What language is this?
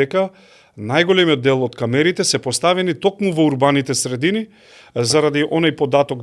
Macedonian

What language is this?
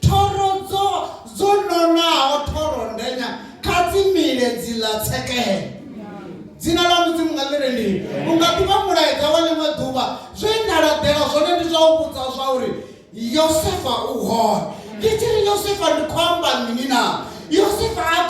Venda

